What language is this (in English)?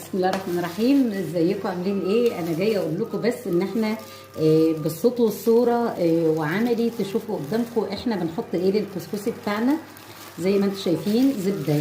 Egyptian Arabic